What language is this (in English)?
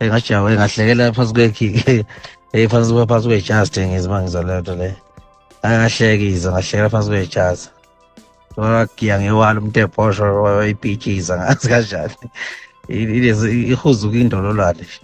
Zulu